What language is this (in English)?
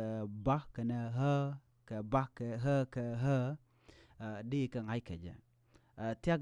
Nuer